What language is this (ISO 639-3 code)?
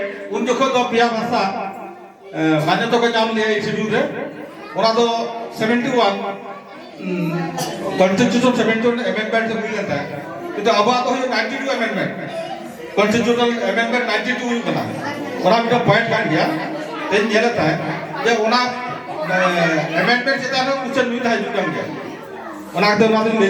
sat